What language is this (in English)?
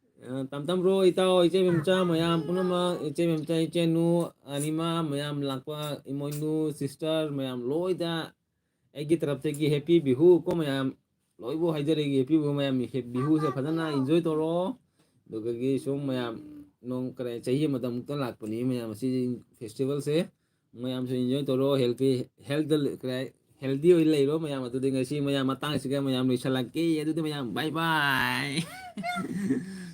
Manipuri